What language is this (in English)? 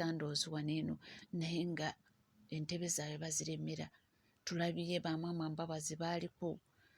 Ganda